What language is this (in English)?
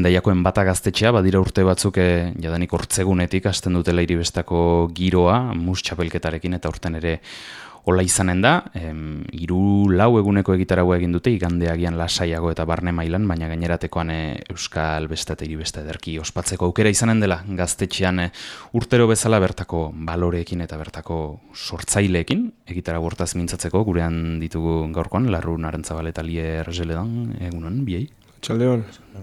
Basque